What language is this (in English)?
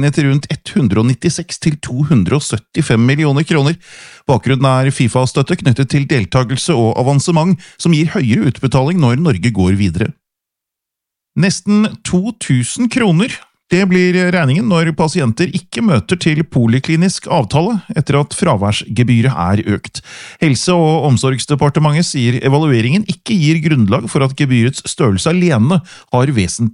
Norwegian